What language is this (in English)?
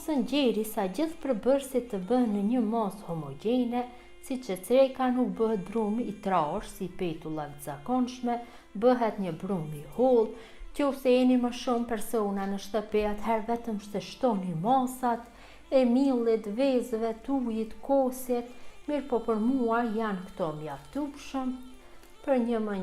Albanian